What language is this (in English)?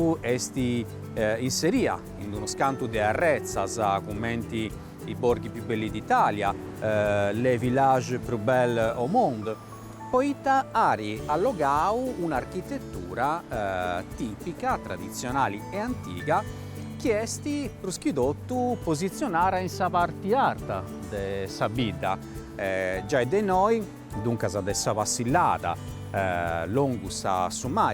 Sardinian